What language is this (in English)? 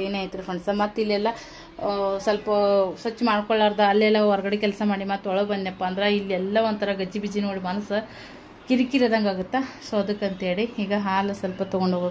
Kannada